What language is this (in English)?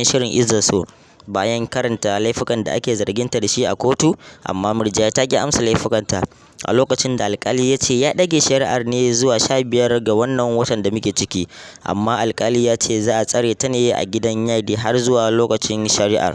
Hausa